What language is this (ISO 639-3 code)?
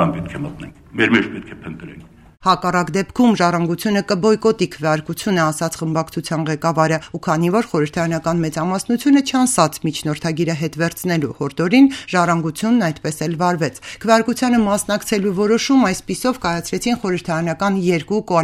hye